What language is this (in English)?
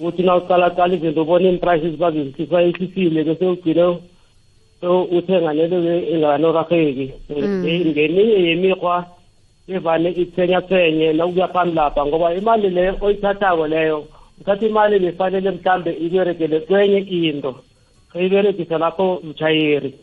South Ndebele